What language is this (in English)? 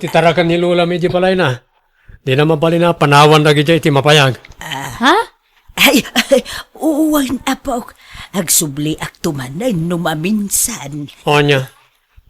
Iloko